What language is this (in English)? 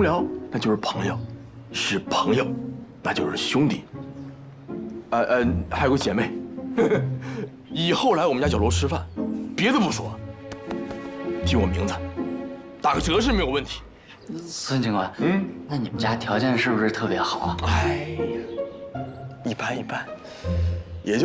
Chinese